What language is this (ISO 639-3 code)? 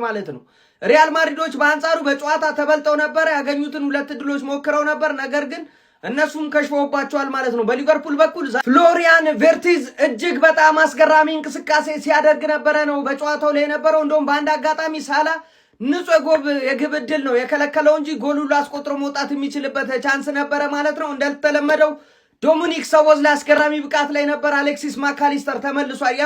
amh